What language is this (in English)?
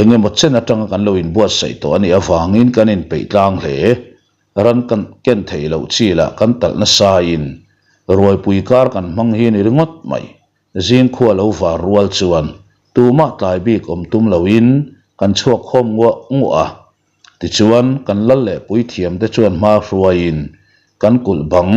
Mizo